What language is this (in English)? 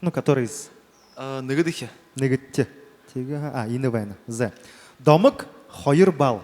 Buriat